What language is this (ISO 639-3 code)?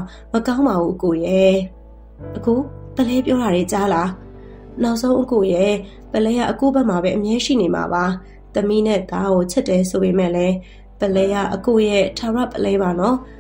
mya